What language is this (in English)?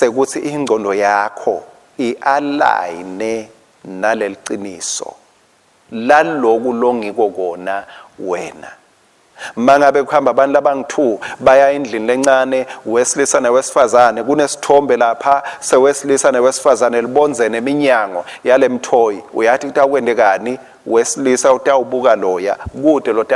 Swati